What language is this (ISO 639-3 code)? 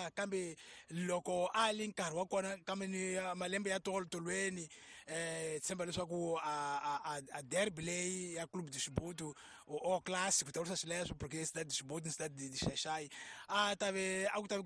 tso